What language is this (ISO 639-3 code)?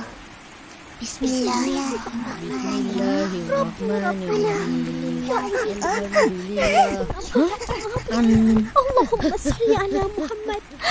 msa